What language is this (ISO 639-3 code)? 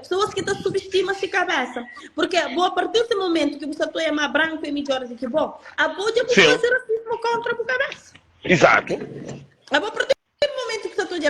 kea